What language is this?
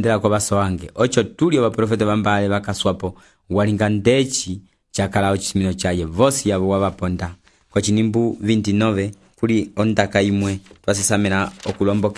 Umbundu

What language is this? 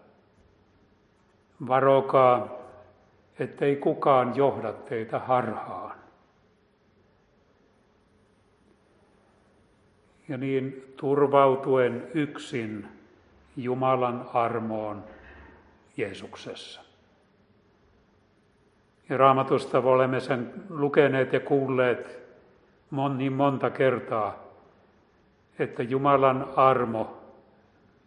Finnish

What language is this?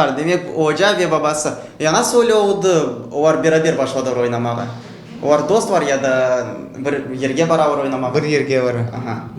Crimean Tatar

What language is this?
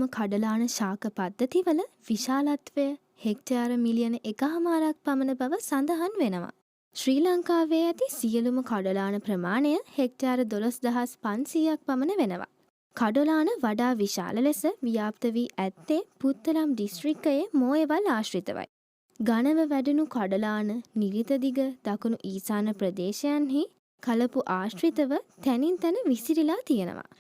Sinhala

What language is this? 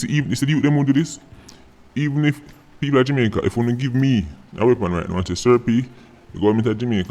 Jamaican Creole English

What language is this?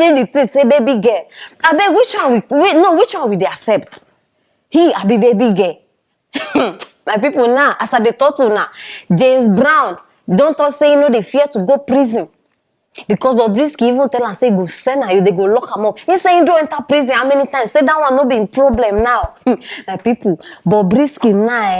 Nigerian Pidgin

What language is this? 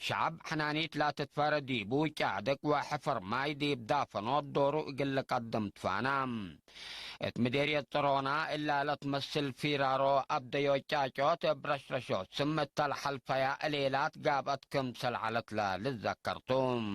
Tigre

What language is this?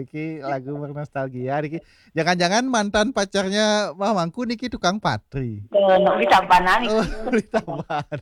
Balinese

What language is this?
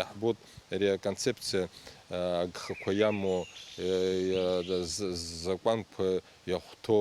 Abkhazian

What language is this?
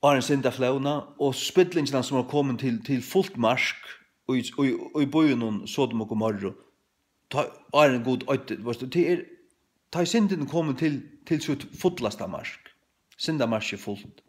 Faroese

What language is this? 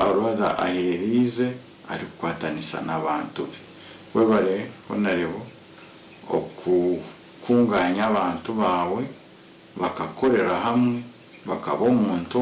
Nyankole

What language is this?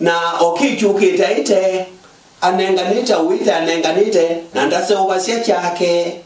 Kamba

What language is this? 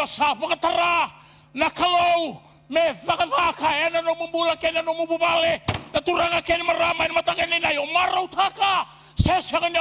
Fijian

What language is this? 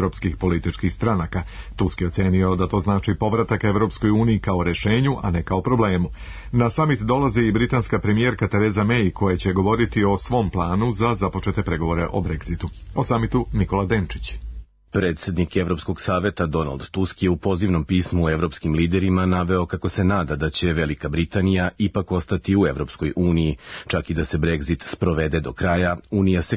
Serbian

